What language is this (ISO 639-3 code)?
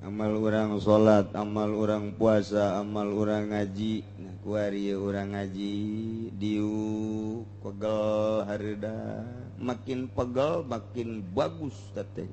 sun